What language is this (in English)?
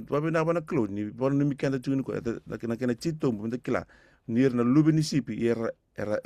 Fijian